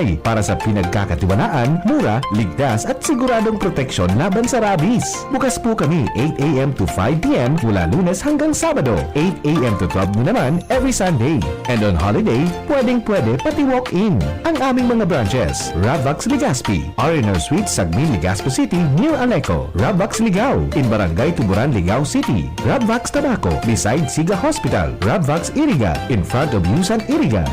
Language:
Bikol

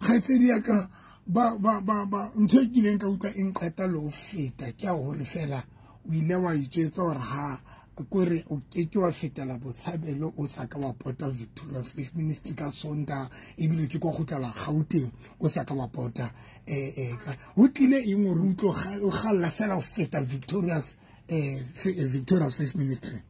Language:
Southern Sotho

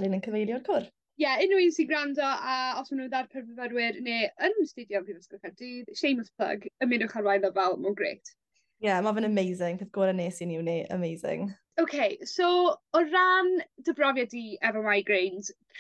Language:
Welsh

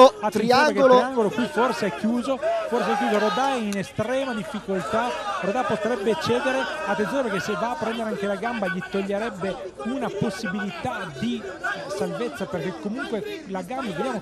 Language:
Italian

